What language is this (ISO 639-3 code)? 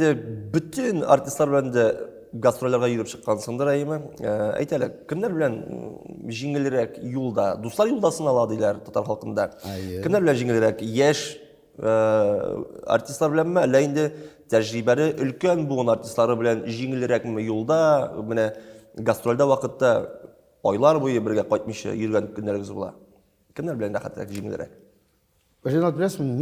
tat